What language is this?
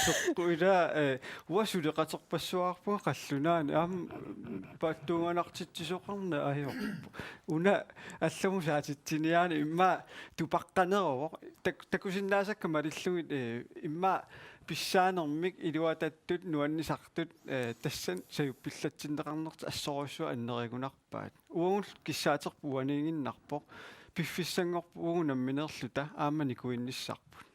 Kalaallisut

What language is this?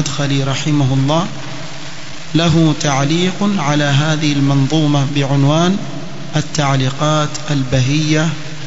Swahili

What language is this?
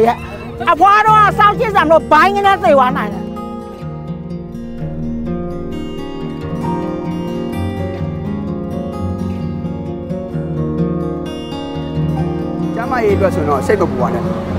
Burmese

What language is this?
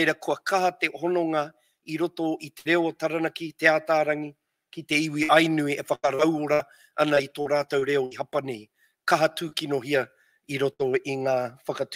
Māori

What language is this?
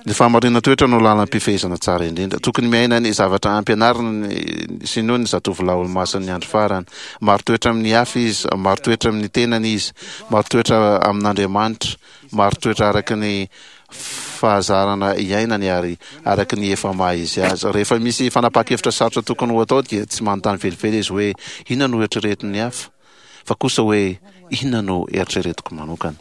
Malagasy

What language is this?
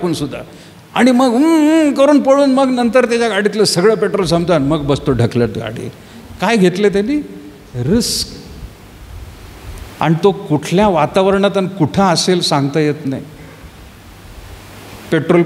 Marathi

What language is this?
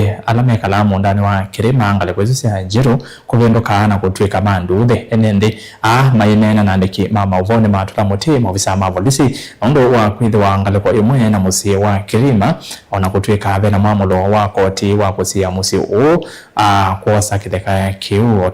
Kamba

